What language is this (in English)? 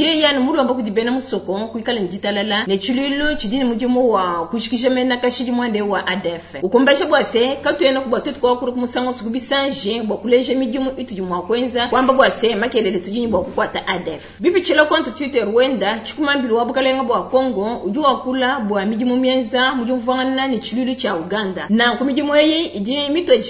Luba-Lulua